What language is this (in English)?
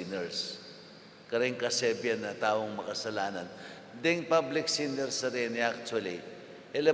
Pampanga